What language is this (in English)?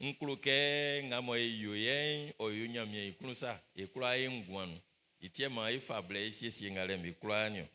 Baoulé